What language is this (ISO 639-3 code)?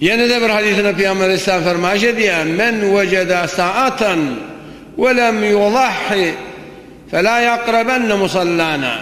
tuk